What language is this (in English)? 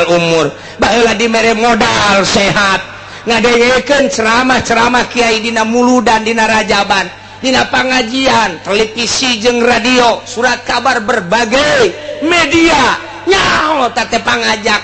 Sundanese